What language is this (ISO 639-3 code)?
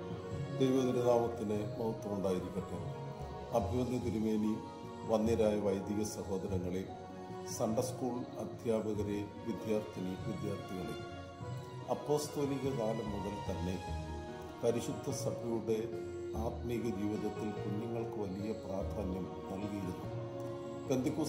mal